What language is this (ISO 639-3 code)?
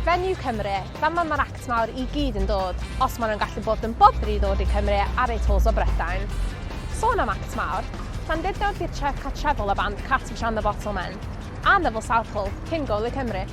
cym